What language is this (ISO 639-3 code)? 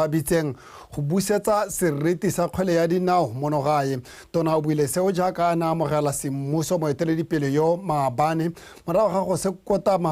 tsn